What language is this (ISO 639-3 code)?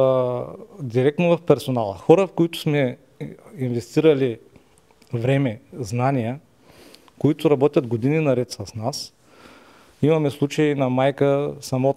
bul